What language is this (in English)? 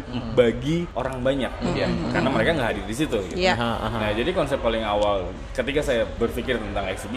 Indonesian